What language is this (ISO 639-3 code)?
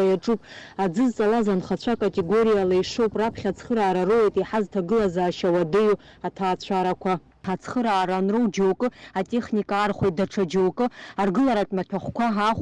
abk